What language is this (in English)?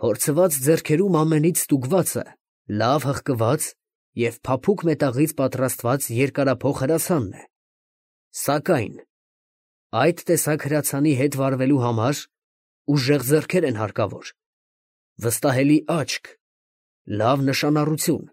Armenian